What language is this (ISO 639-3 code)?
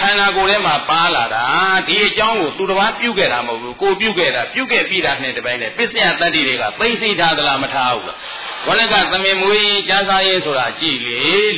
mya